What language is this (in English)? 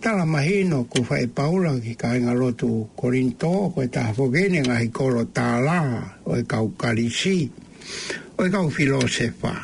Tongan